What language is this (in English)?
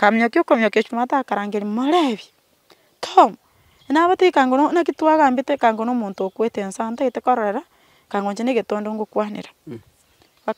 Gusii